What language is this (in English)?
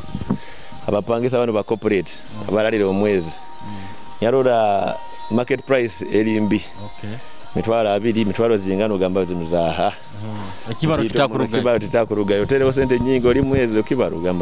Nyoro